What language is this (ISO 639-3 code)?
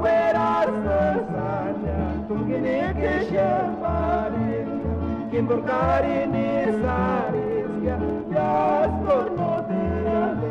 tsz